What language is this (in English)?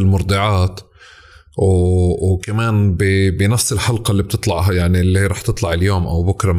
North Levantine Arabic